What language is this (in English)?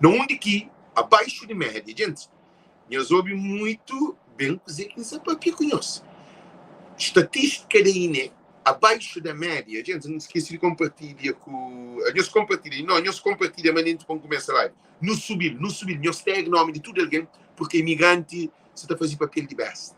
Kabuverdianu